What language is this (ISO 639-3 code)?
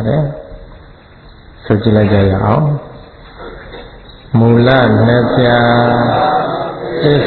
mya